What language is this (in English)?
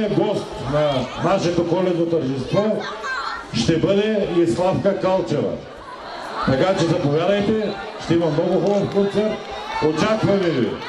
Bulgarian